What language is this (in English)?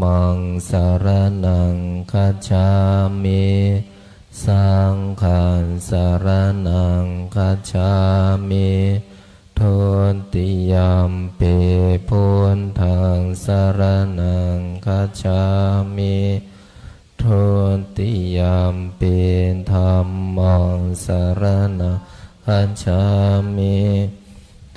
Pali